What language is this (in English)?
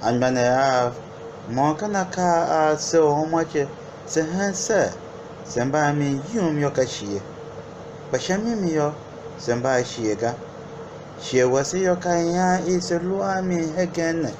Tiv